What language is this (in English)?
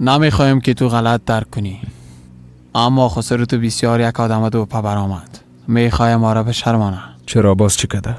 Persian